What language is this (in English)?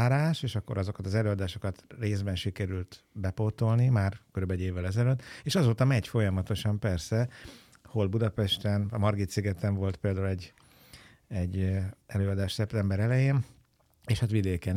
Hungarian